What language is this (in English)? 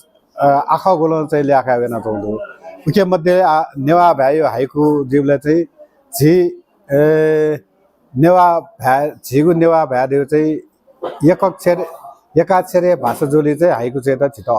Newari